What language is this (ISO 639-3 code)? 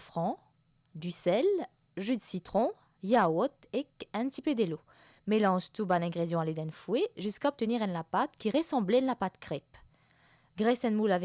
mfe